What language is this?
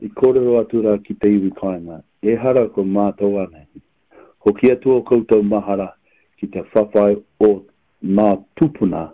Māori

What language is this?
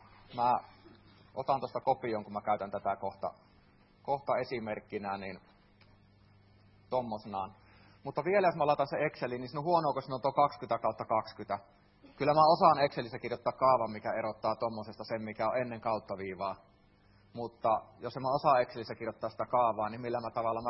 Finnish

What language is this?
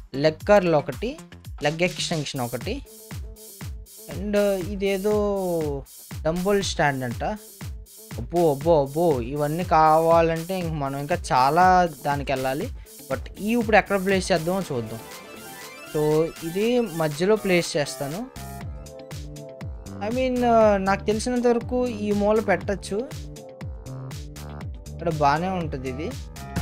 Telugu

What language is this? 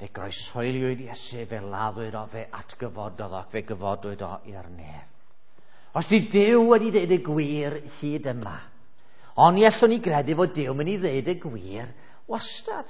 Welsh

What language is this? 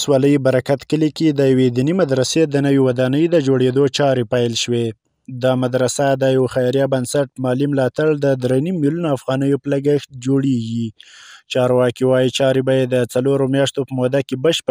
Pashto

